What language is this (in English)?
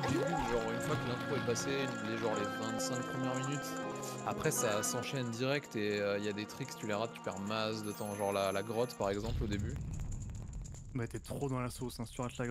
French